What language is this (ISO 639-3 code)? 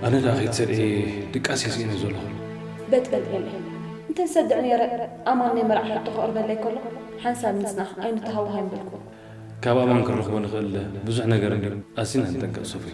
tir